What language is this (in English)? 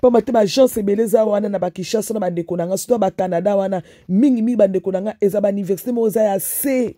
Lingala